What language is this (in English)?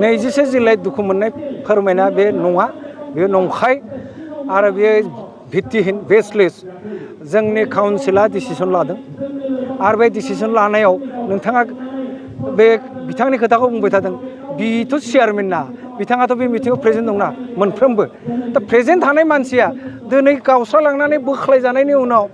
Bodo